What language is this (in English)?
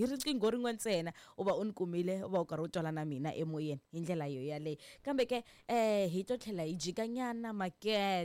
Tsonga